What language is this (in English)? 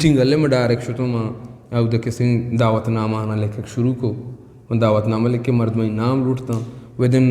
Eastern Balochi